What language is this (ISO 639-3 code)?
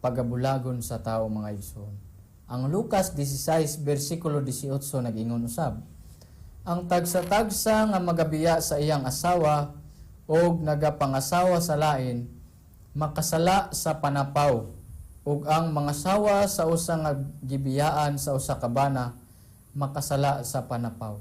ceb